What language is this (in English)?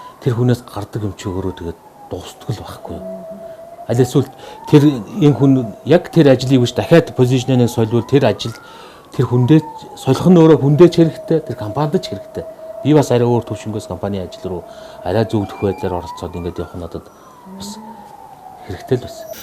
Mongolian